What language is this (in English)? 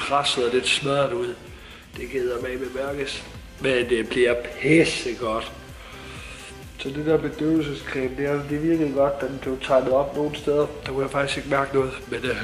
Danish